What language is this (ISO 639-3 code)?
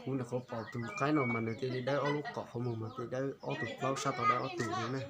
hmn